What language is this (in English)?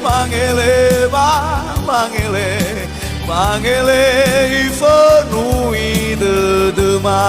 Nias